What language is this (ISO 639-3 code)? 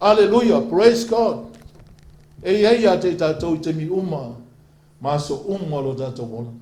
smo